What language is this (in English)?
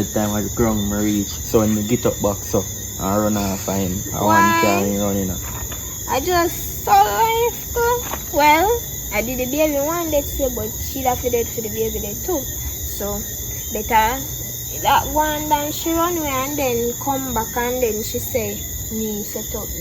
Jamaican Creole English